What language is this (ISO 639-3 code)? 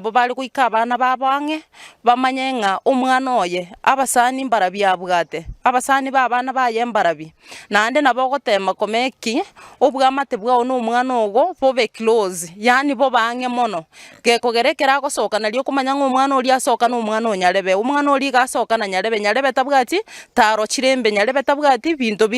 guz